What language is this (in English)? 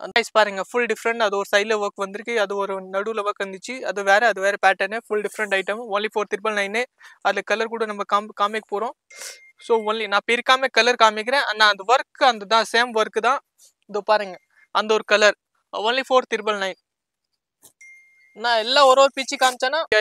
Tamil